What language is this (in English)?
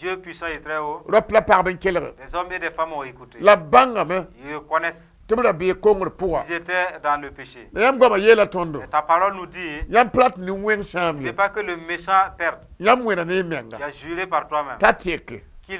Mossi